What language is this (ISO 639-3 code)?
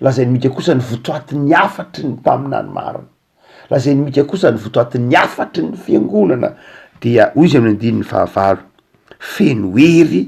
mlg